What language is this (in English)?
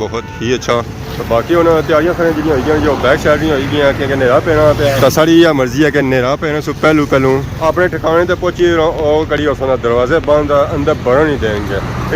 Pahari-Potwari